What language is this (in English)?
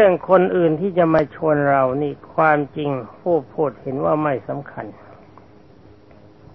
Thai